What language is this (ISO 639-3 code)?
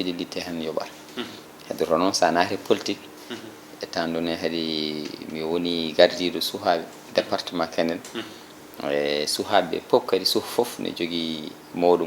ful